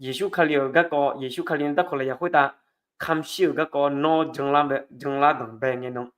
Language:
Akha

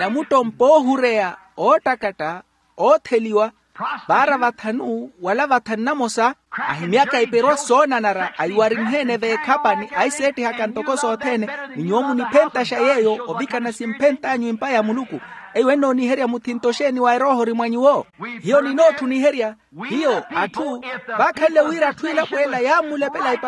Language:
Makhuwa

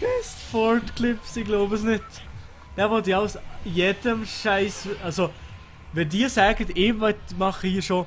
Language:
Swiss German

